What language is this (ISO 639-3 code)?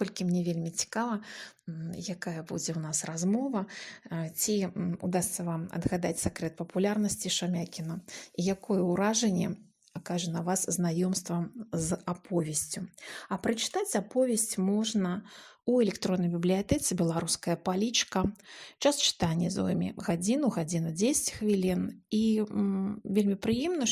bel